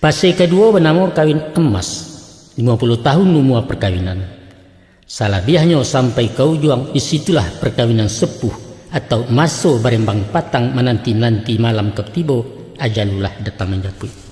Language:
Minangkabau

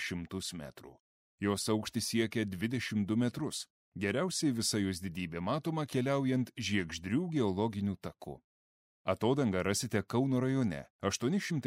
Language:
Lithuanian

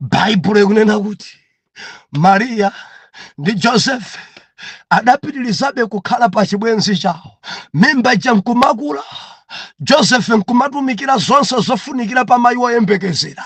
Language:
Nyanja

